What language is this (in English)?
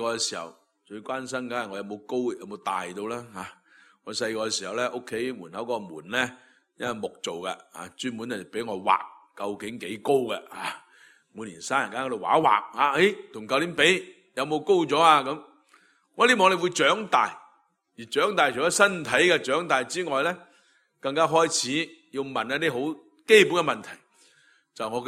Cantonese